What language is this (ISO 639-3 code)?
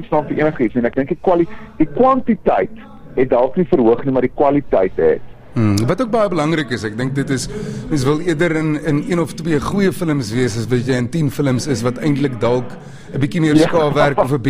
afr